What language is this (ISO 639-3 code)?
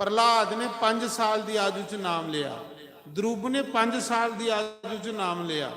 doi